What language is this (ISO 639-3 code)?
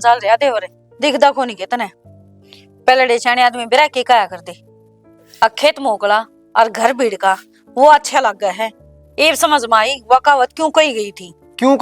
bgc